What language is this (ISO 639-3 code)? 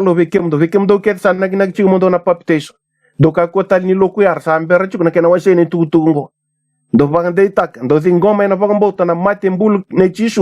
fij